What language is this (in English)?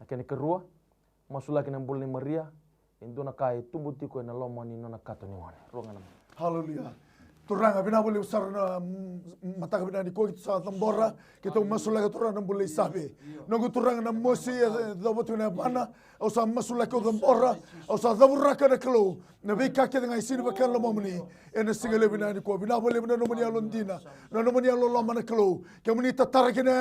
Fijian